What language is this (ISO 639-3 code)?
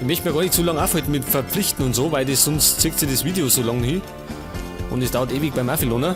bar